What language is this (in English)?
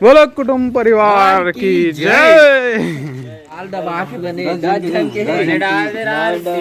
Chhattisgarhi